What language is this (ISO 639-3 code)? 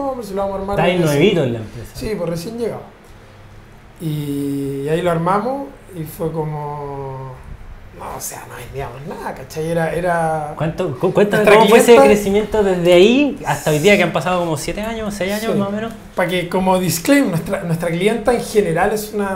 spa